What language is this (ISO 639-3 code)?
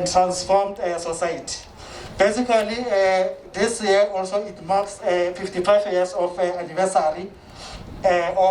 tsn